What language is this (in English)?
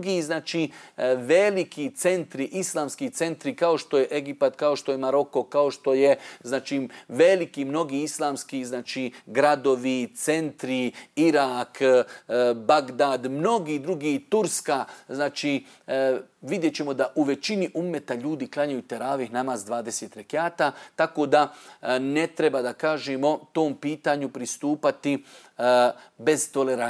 Bosnian